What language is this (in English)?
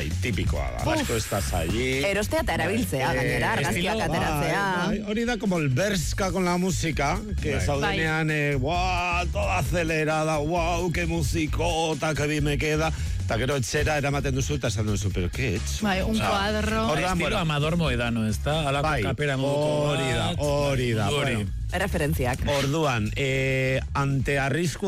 Basque